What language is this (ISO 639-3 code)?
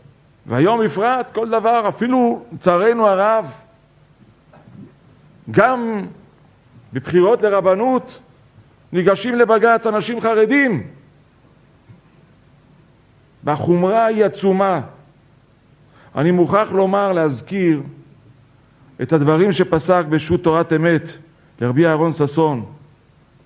heb